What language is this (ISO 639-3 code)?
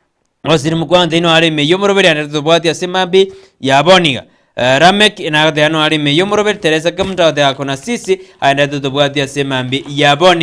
guz